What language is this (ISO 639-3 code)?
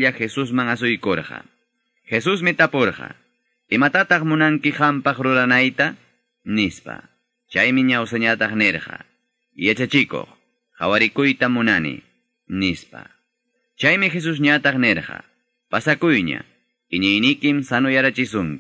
quy